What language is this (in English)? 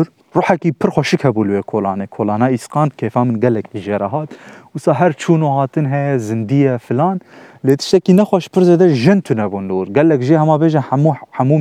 Kurdish